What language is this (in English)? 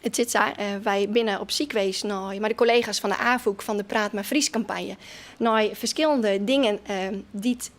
Western Frisian